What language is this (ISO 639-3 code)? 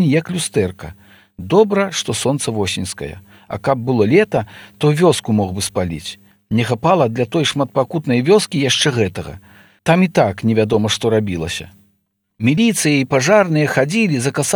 bel